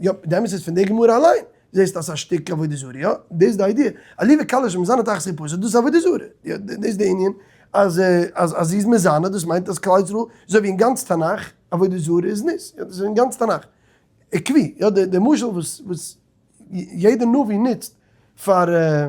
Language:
Yiddish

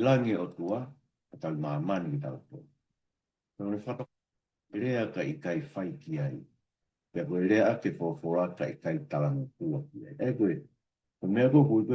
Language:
Tongan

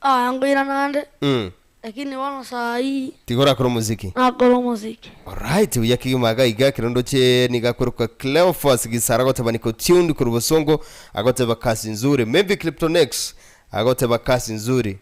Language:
Gusii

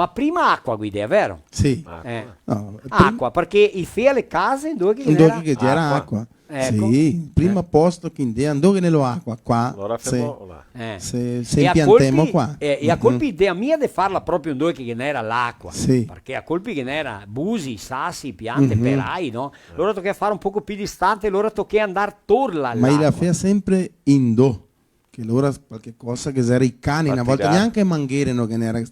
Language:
Venetian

